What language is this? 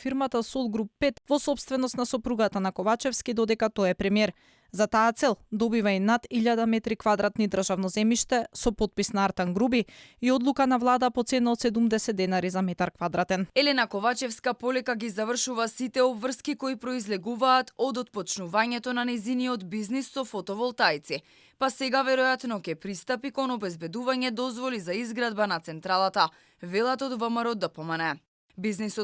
Macedonian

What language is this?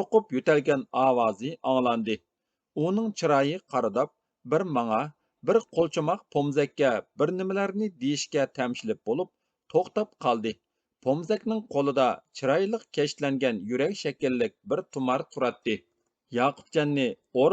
Uyghur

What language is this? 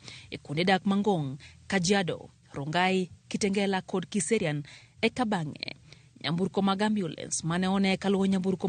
Luo (Kenya and Tanzania)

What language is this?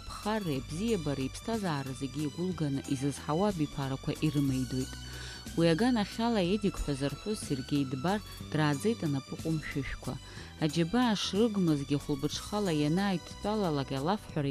Abkhazian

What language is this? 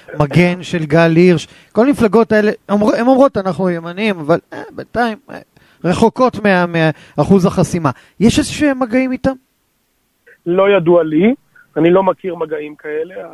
Hebrew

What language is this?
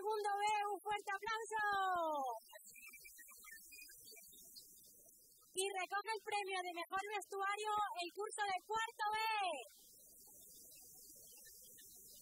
Spanish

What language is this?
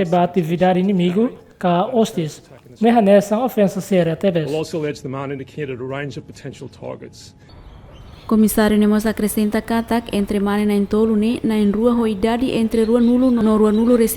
Tetum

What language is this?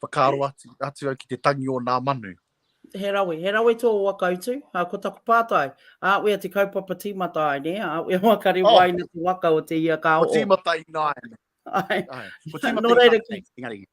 Māori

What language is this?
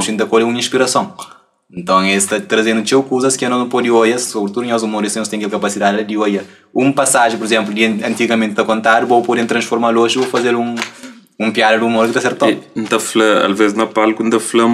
Kabuverdianu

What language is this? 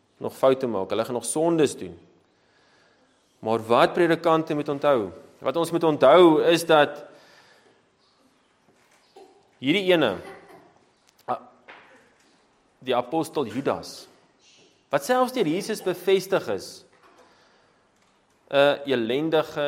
Afrikaans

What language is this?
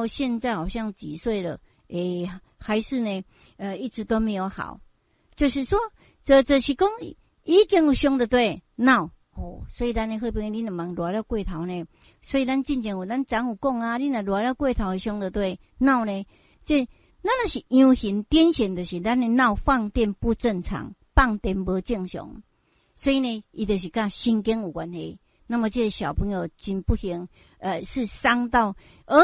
Min Nan Chinese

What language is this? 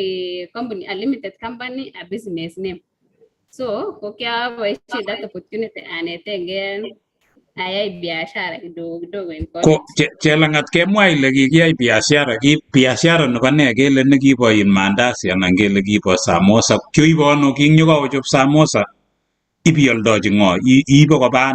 Kalenjin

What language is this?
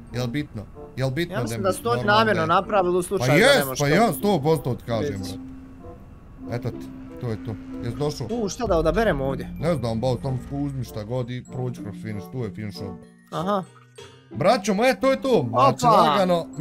Bosnian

